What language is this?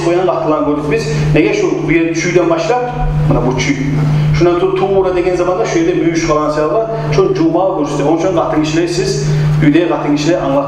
Kumyk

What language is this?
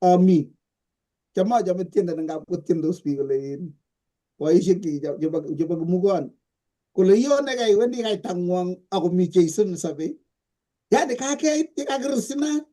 Kalenjin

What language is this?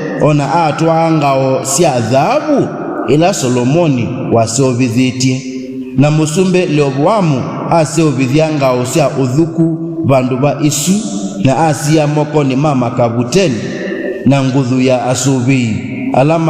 Kamba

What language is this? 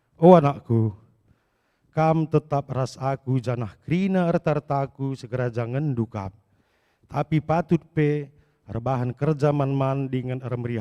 Batak Karo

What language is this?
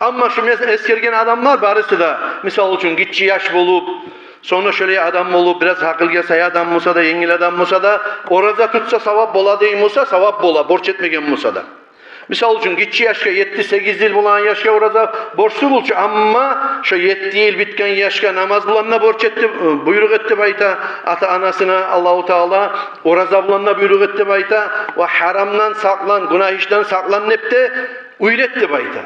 Kumyk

